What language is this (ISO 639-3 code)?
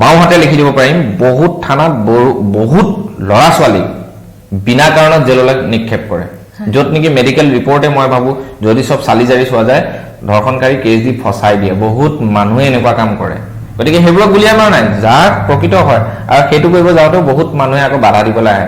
asm